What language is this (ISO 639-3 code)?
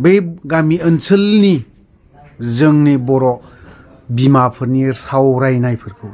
brx